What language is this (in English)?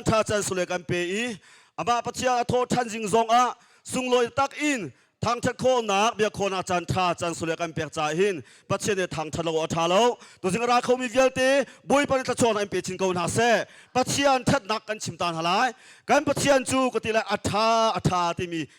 Hakha Chin